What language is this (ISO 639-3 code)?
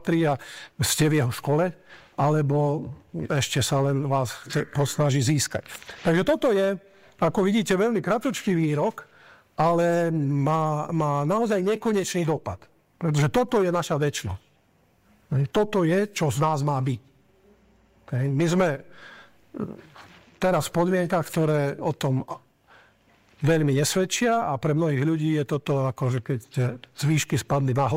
slk